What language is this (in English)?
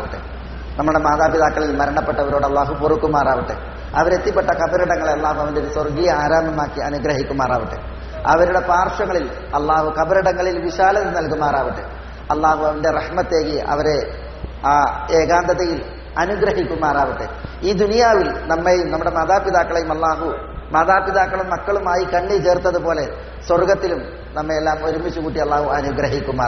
Malayalam